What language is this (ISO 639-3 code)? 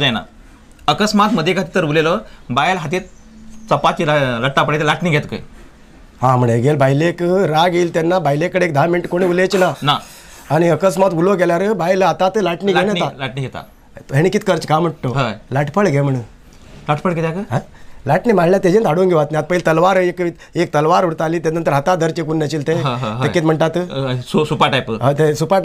kok